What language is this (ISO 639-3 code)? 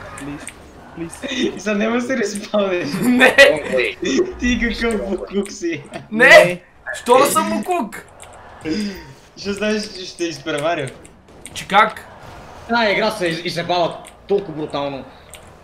bul